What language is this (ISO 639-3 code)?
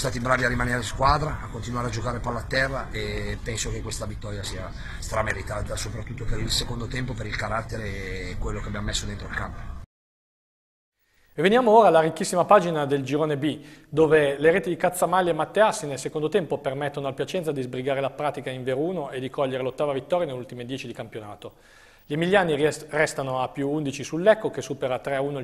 ita